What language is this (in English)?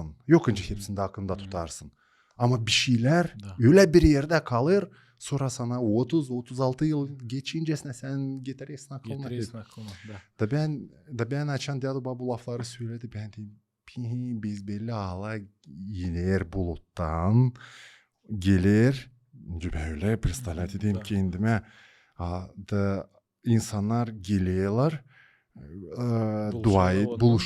Gagauz